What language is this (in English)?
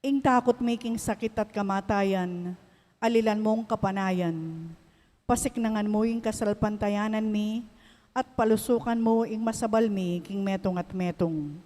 Pampanga